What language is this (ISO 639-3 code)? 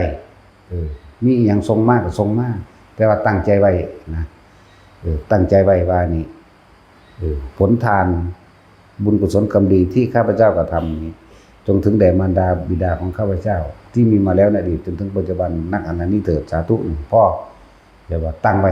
tts